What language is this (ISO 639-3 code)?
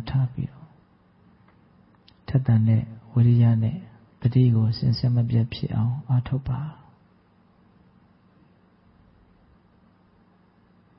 mya